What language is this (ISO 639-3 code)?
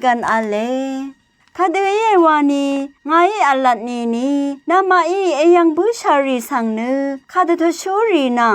raw